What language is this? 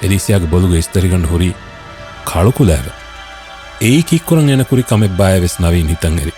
Divehi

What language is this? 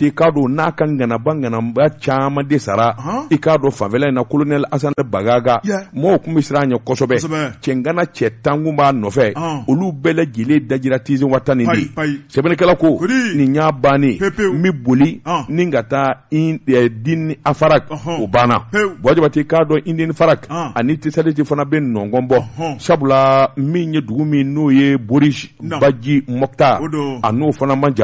Bambara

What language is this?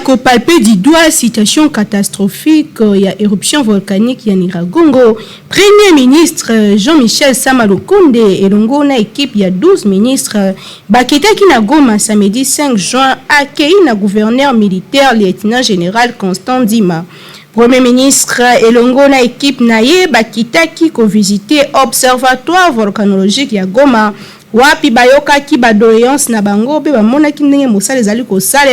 Lingala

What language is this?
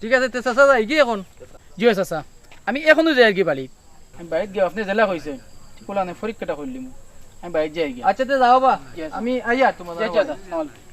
Sylheti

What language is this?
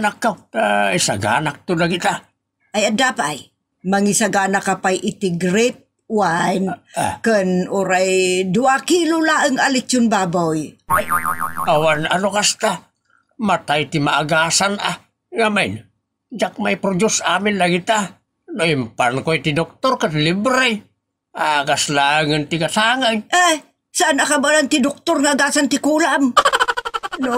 Iloko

